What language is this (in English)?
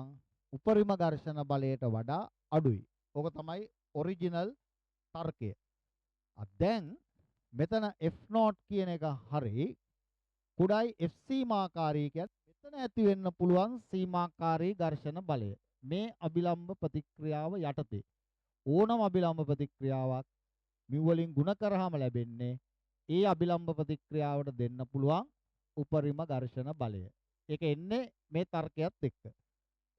Sinhala